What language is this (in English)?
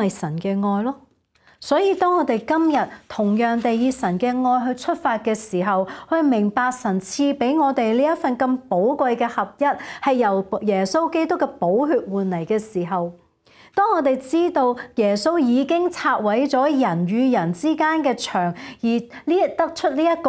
Cantonese